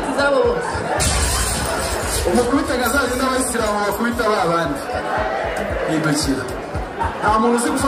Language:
Kinyarwanda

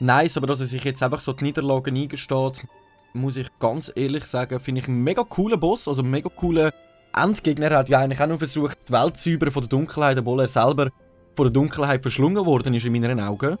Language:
Swiss German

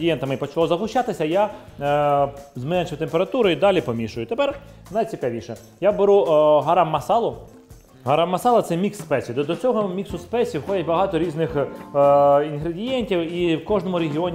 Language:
Ukrainian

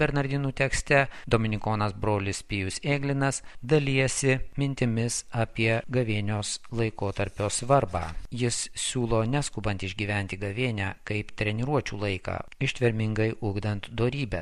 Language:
Lithuanian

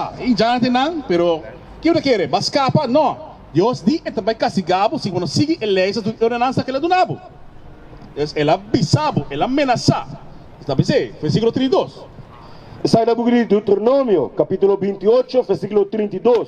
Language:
Papiamento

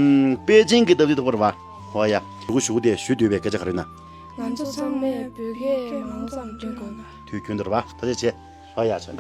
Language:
Tibetan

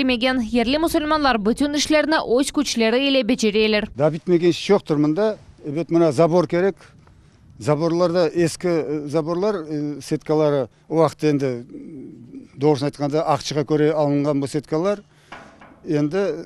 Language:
Crimean Tatar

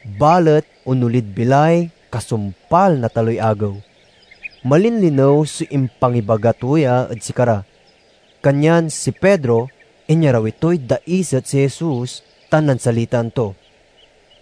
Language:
Pangasinan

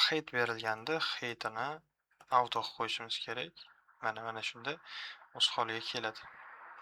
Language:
Uzbek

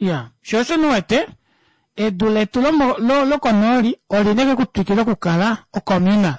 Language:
Kuanyama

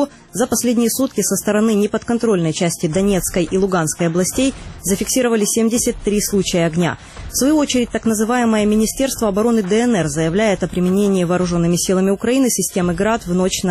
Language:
Russian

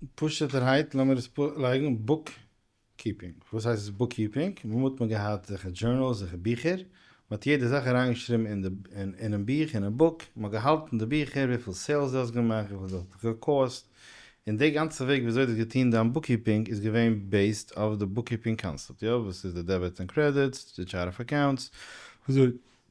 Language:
Yiddish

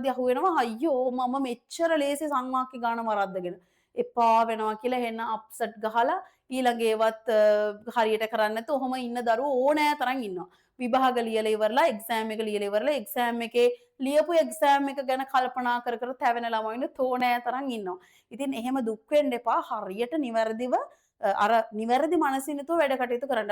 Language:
Sinhala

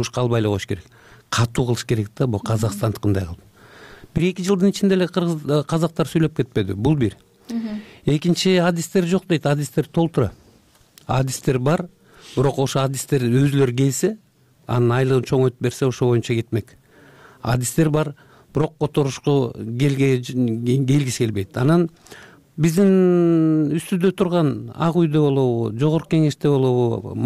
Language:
Kyrgyz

